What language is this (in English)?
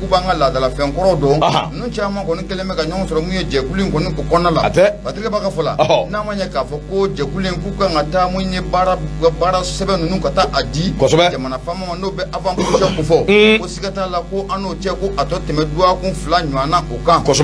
Bambara